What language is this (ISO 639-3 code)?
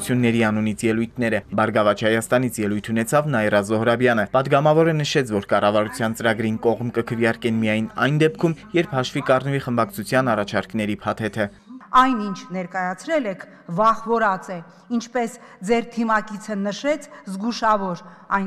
hye